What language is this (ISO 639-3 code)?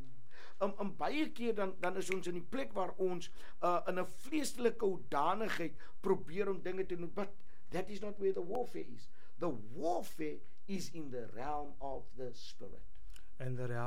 afr